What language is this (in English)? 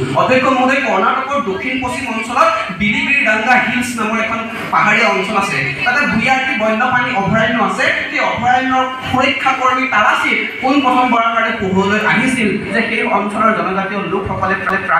Assamese